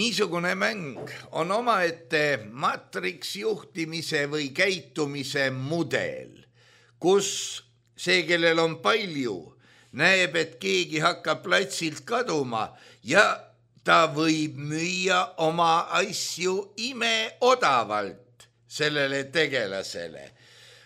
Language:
Estonian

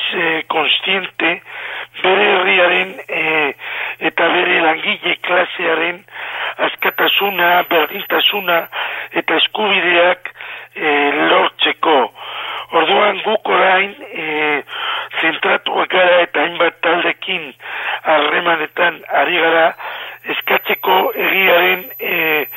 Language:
Basque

